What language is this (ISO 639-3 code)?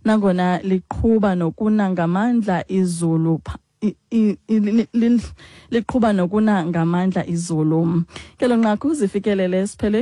xho